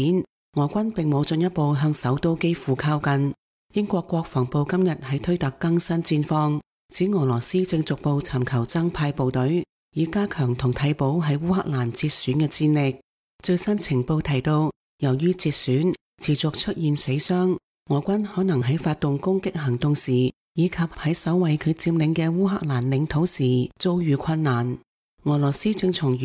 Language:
Cantonese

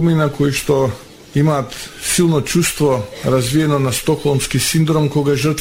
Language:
Macedonian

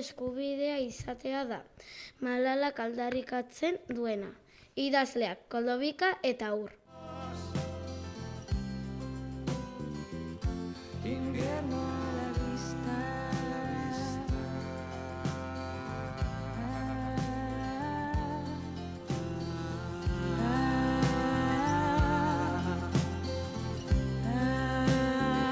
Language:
Basque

